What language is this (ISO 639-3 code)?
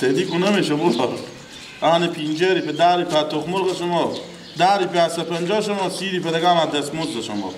fas